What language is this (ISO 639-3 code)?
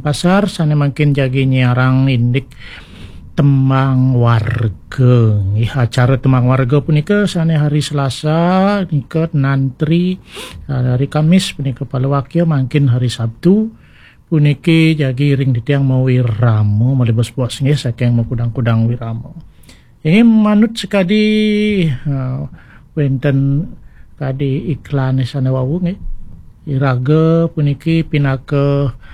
ban